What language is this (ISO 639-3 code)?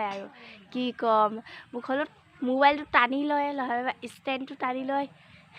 asm